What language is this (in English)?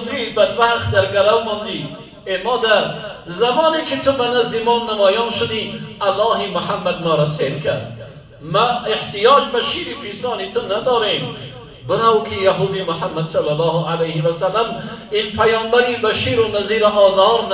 Tajik